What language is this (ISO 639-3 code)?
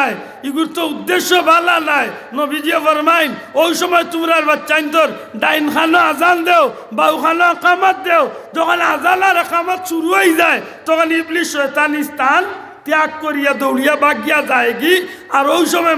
syl